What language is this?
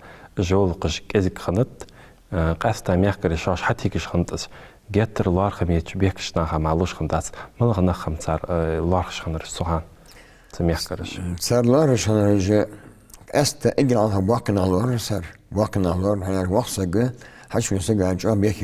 Ingush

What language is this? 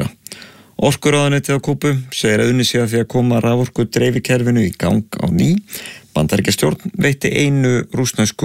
Icelandic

